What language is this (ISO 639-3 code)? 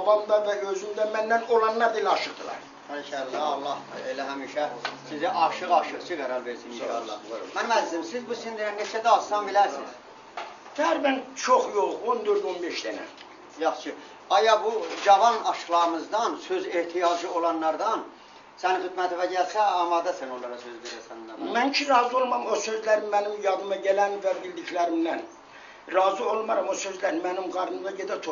azb